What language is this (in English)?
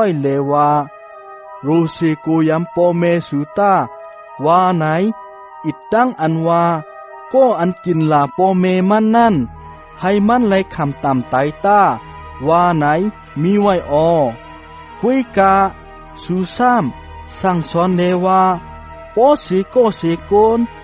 Shan